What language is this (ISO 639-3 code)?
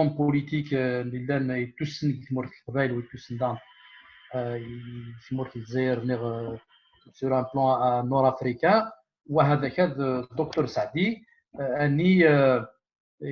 kab